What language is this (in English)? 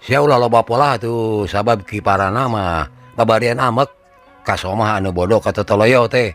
Sundanese